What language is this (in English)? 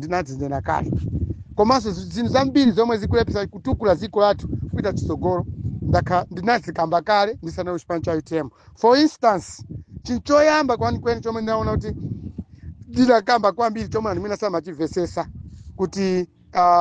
Nyanja